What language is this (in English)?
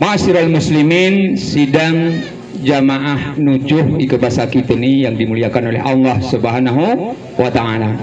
Gayo